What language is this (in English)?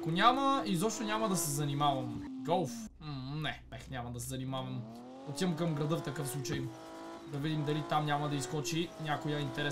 Bulgarian